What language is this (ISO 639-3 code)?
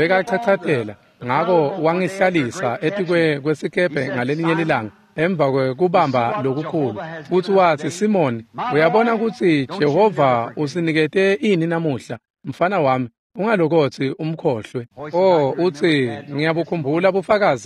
ssw